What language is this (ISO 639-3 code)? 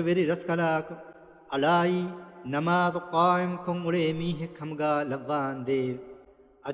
div